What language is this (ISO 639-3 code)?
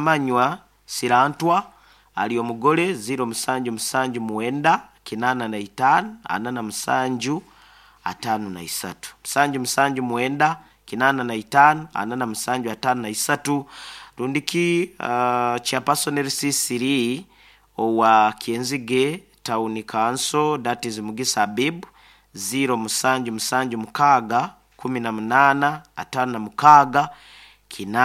nyo